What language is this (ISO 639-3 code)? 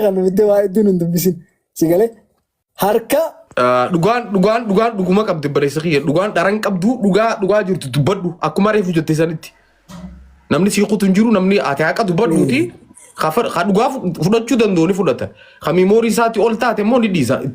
orm